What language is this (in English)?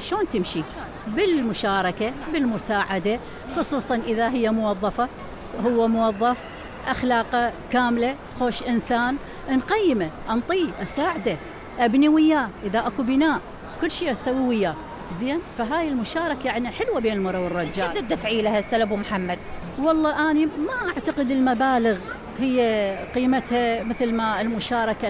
Mesopotamian Arabic